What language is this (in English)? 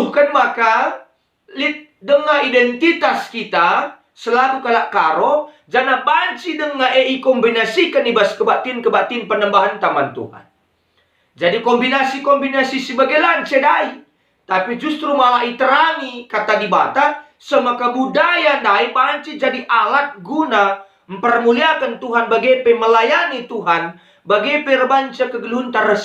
Batak Karo